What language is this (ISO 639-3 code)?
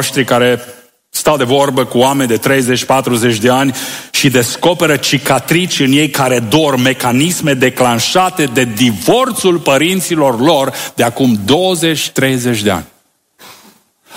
ron